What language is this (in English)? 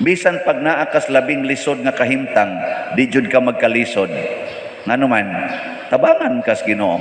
Cebuano